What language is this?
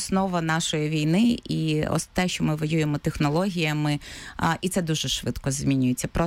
Ukrainian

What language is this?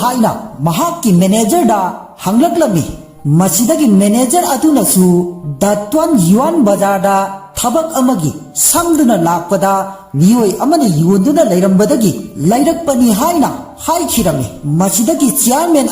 Manipuri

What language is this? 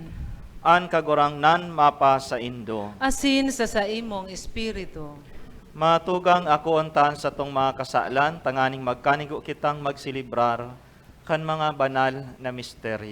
Bikol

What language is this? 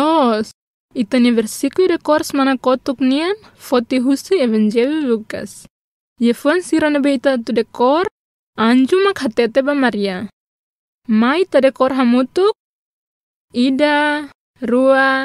Tetum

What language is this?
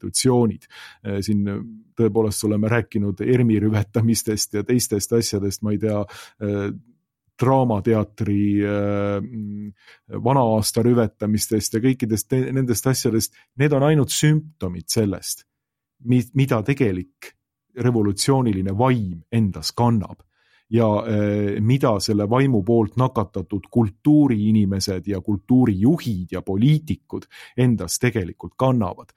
Estonian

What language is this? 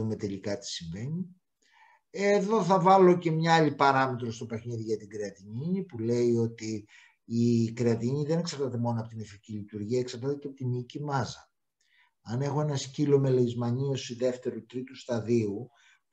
Greek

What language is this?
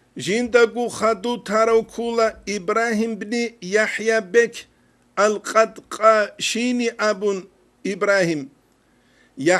Avaric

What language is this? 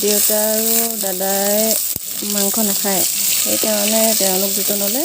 Assamese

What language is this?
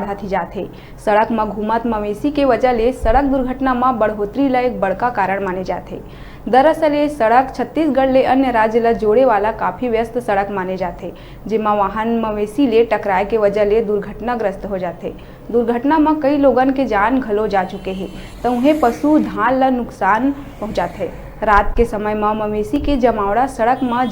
Chhattisgarhi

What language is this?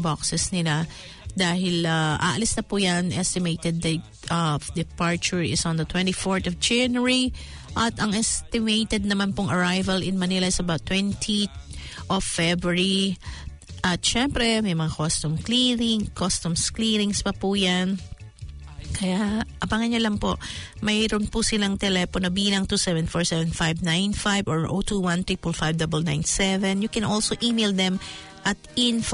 Filipino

